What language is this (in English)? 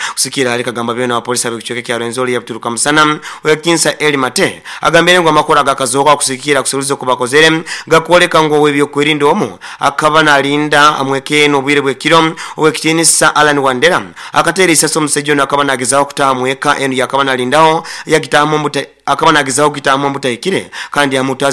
Nyoro